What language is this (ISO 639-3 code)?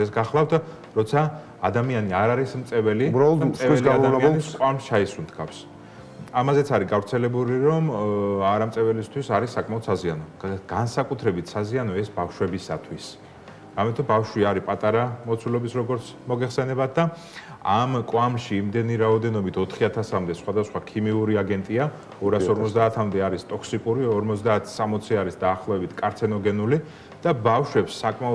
kat